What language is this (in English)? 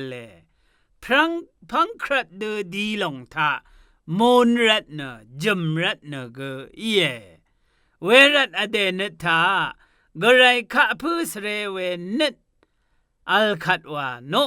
Rawang